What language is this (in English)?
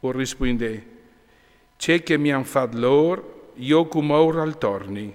Friulian